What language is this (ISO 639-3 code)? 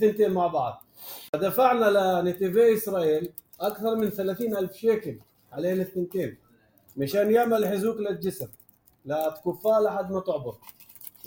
apc